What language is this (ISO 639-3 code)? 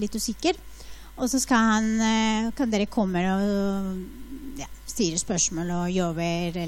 nor